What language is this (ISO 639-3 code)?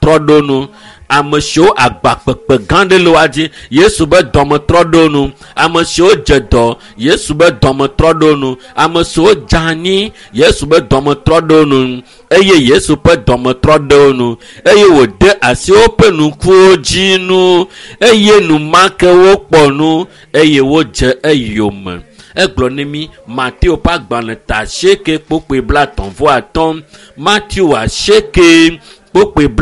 ewe